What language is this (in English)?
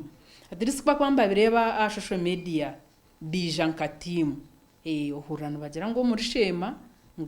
Nyankole